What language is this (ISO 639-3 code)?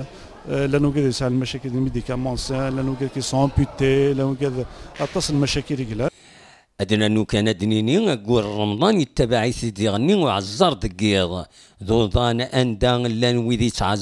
kab